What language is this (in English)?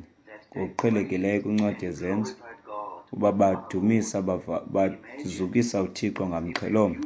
Xhosa